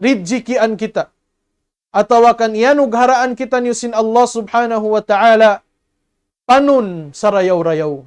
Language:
Tausug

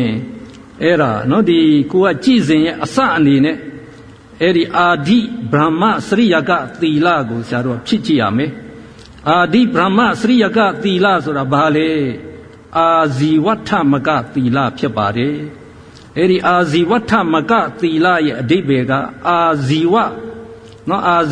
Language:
Burmese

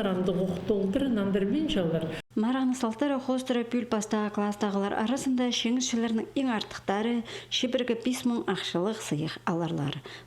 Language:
Khakas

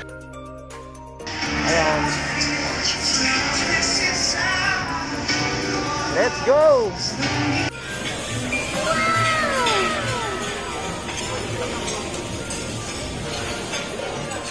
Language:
Filipino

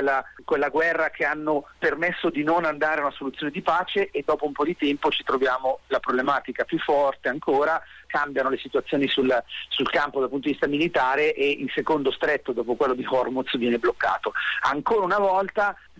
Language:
Italian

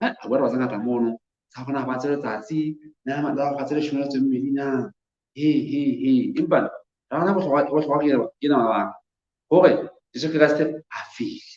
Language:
Southern Sotho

